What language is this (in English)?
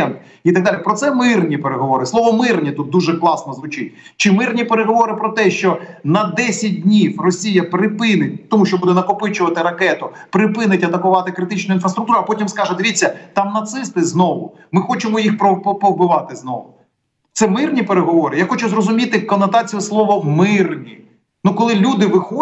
Ukrainian